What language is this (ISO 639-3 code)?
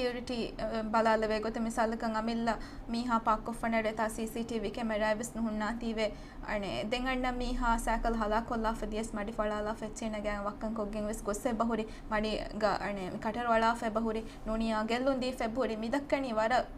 div